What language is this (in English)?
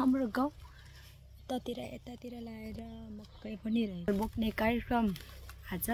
Nepali